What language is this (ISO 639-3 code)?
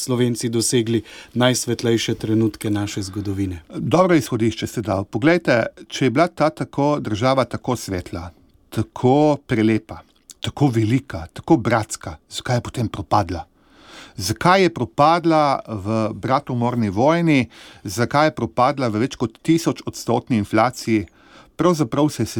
slv